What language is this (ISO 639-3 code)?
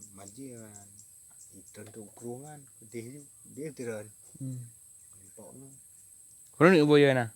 ace